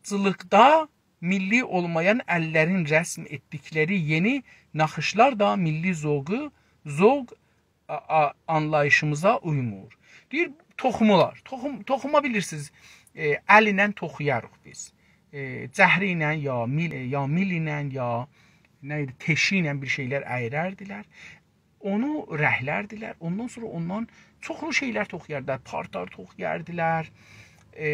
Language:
South Azerbaijani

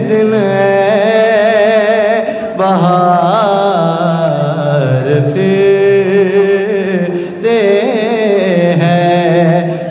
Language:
Urdu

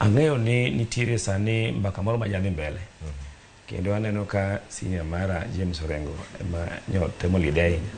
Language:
Luo (Kenya and Tanzania)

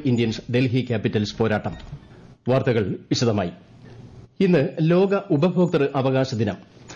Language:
Malayalam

